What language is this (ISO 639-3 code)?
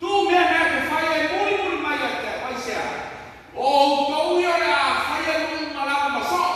smo